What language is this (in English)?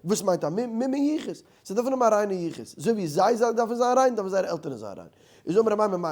Yiddish